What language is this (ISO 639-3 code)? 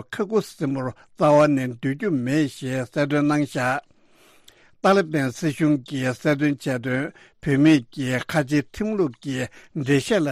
bod